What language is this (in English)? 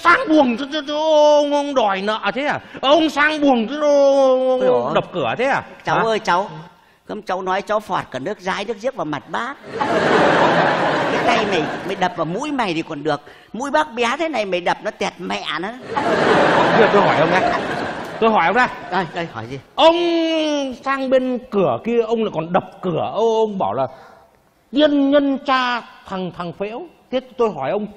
Vietnamese